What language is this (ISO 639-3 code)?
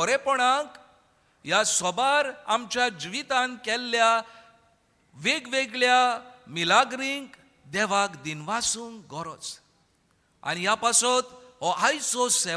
kok